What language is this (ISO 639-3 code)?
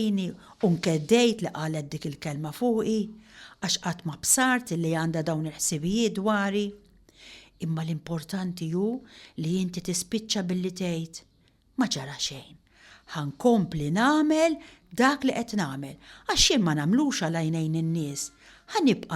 mlt